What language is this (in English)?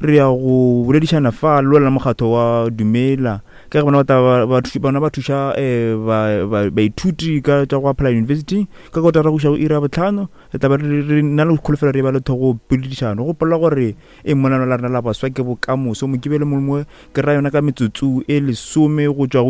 Northern Sotho